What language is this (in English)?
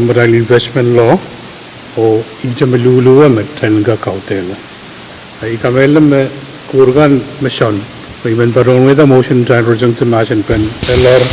Pohnpeian